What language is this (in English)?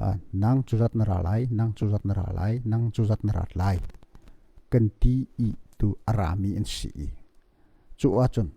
Hakha Chin